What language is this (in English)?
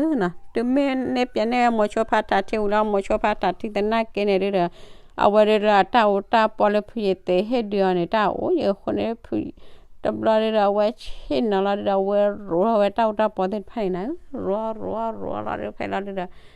S'gaw Karen